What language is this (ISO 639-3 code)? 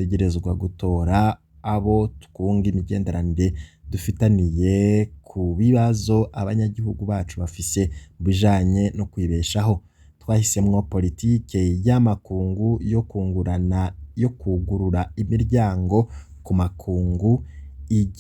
run